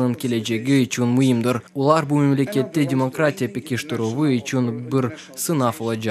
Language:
Crimean Tatar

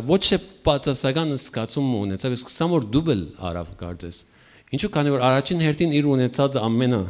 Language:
Western Armenian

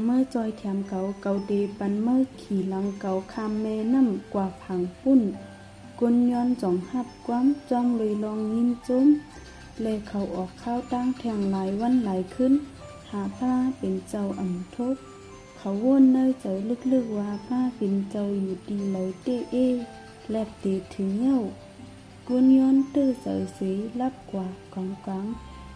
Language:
Shan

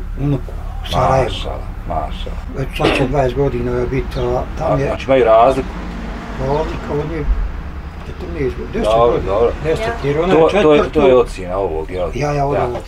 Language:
Bosnian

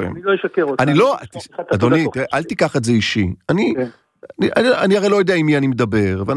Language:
Hebrew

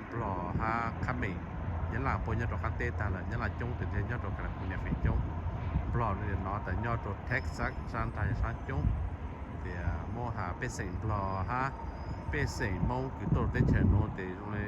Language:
Hmong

